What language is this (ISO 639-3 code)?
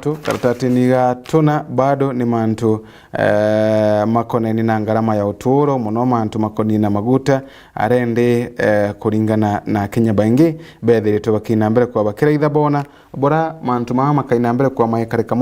mer